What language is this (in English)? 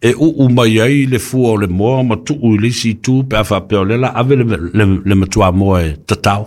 Samoan